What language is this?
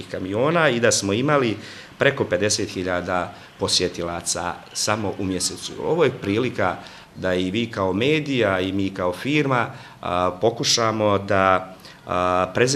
Bosnian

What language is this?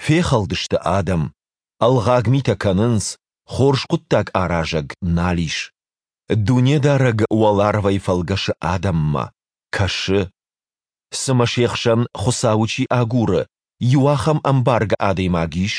Ossetic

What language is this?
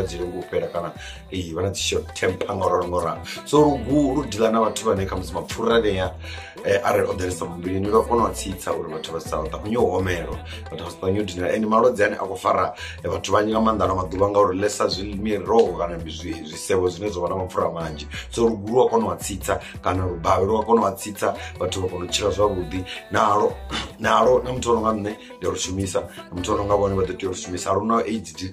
Venda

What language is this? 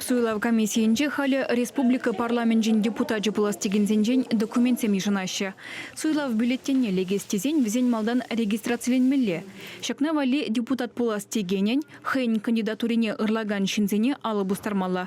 Chuvash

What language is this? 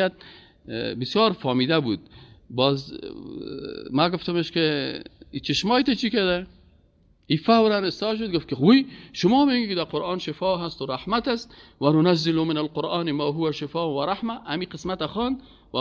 Persian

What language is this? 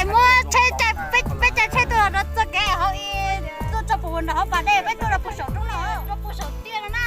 Hmong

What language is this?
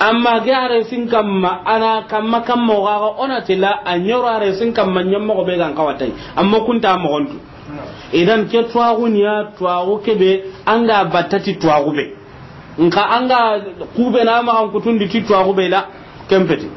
Soninke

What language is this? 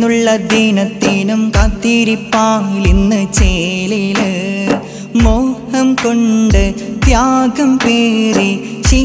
Malayalam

